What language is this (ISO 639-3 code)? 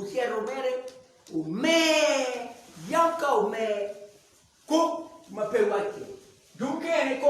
ach